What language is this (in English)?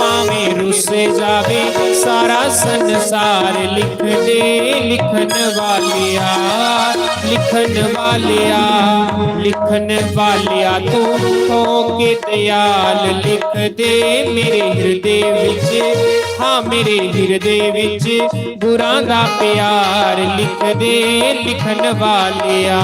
Dogri